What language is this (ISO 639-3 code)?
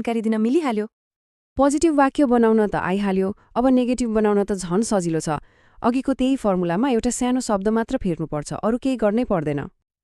nep